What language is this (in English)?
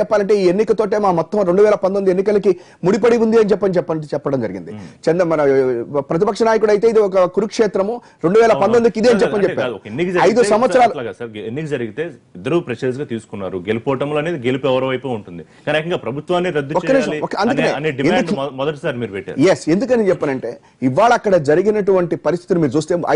Telugu